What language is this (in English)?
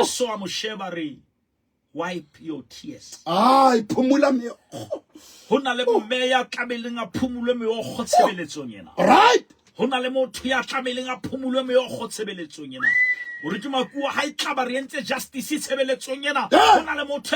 Southern Sotho